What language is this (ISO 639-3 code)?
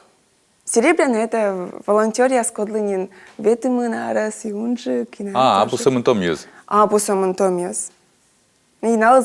kom